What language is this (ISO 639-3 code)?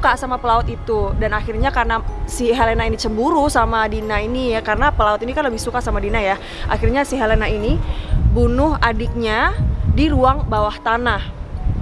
ind